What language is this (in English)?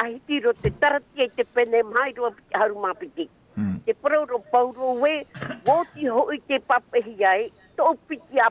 Tahitian